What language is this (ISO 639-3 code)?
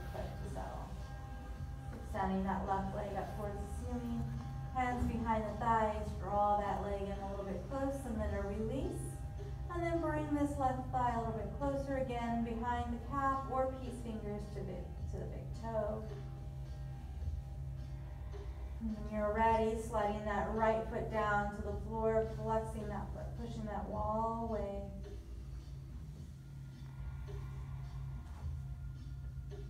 eng